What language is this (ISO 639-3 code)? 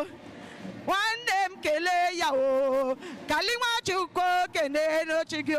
ibo